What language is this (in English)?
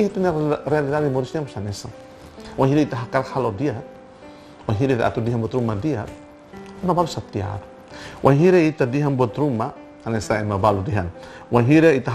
Tetum